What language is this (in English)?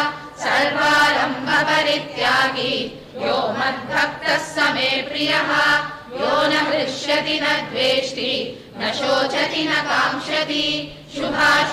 Sanskrit